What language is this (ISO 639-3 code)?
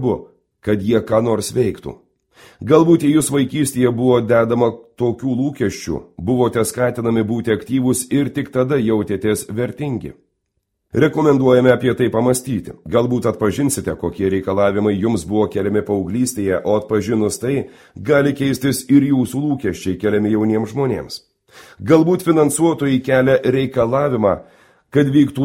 lit